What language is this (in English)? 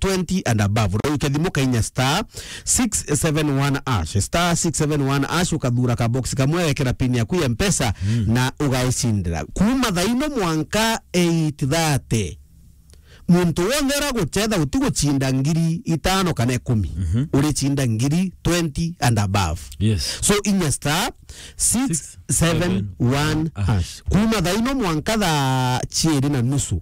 Meru